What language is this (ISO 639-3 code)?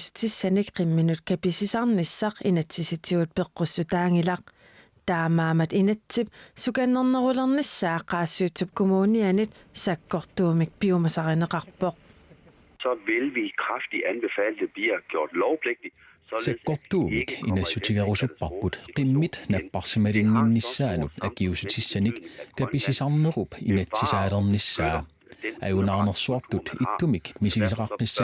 kal